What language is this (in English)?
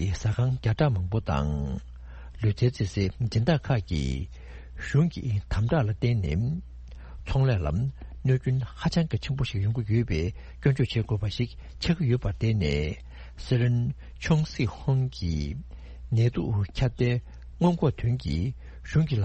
Tibetan